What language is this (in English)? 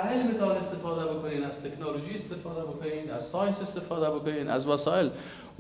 Persian